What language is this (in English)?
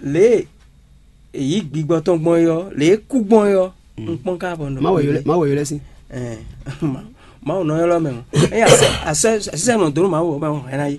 Fon